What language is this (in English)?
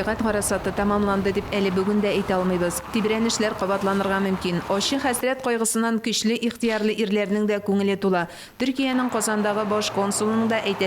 Tatar